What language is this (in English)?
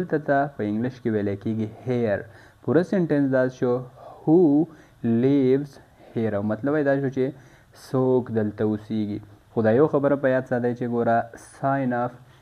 Pashto